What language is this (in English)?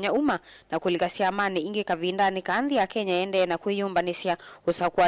Kamba